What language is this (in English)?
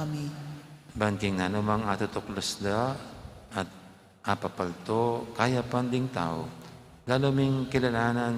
Pampanga